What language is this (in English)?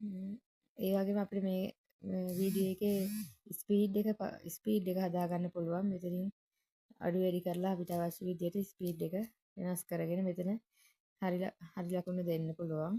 Sinhala